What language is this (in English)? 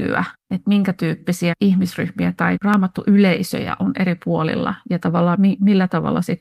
Finnish